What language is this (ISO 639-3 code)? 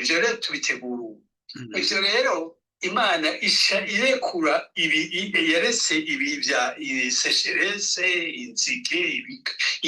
run